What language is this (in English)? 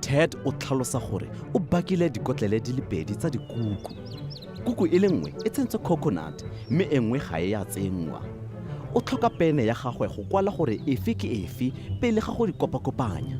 Tswana